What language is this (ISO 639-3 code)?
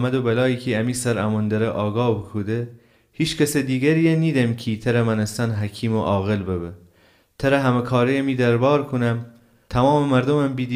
glk